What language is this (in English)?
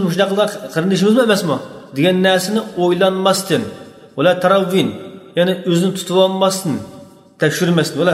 Uyghur